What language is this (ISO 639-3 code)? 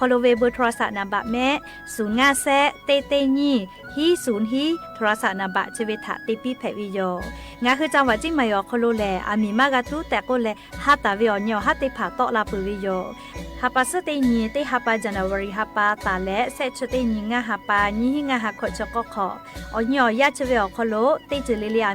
lhu